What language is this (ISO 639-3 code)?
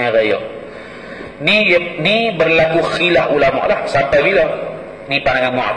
msa